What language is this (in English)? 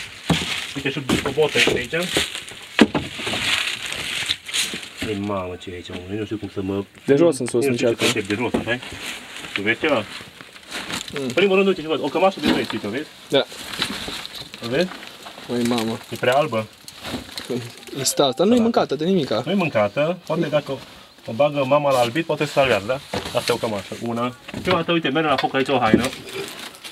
Romanian